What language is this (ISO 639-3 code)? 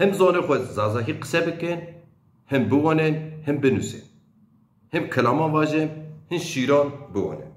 zza